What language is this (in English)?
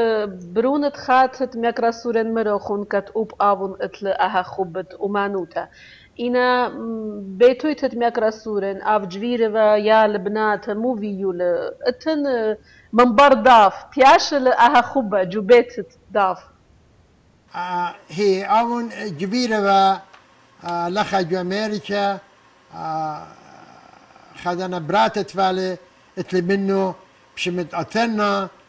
Assyrian Neo-Aramaic